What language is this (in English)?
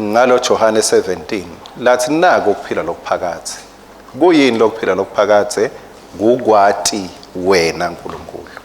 Swati